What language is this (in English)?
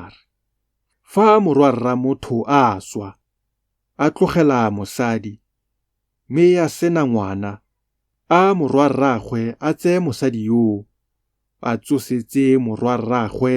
Tswana